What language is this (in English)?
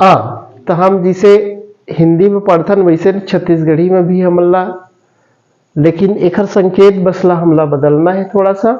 Chhattisgarhi